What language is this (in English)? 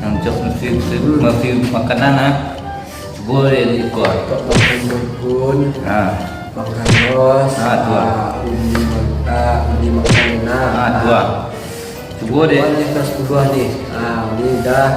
Minangkabau